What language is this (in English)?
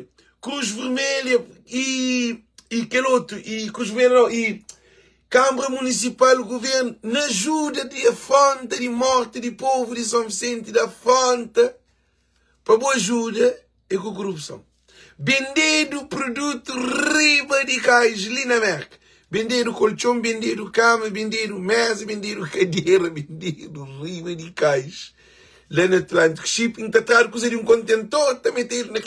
Kabuverdianu